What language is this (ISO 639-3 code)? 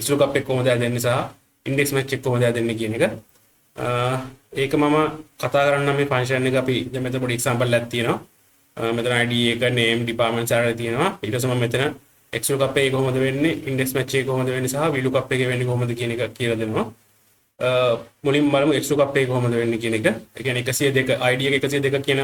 sin